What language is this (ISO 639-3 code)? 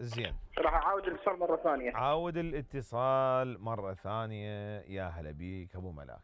acm